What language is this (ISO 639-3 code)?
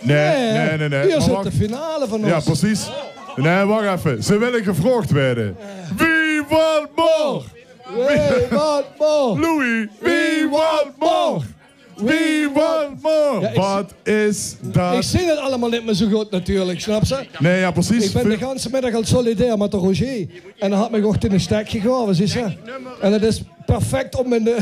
lim